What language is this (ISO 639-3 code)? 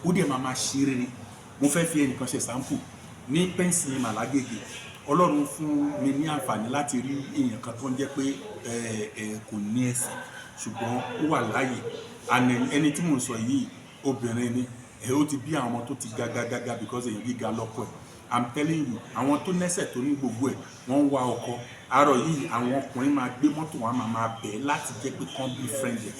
yor